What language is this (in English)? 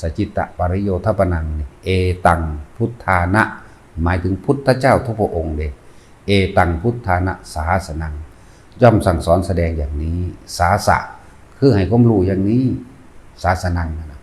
Lao